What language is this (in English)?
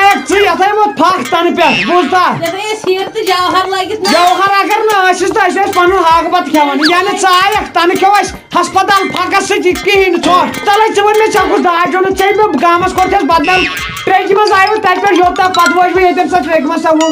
Kashmiri